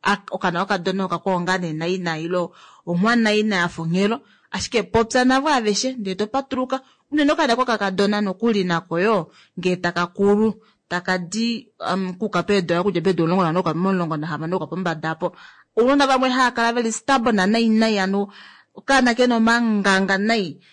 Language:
Kuanyama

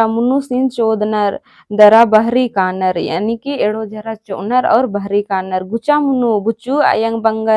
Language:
Kurukh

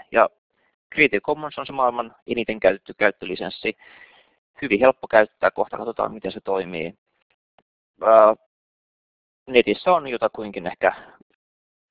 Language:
Finnish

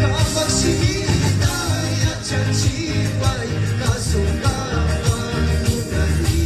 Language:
Imbabura Highland Quichua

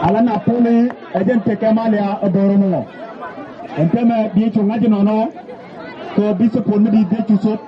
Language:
Nuer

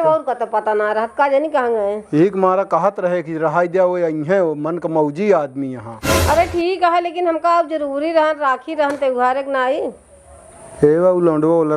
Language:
Awadhi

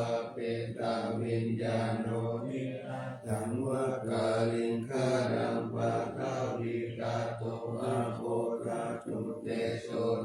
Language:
Pali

